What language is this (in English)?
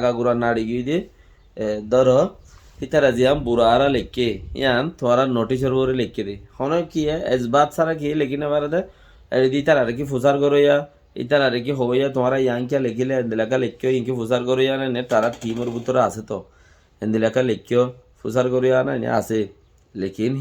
Rohingya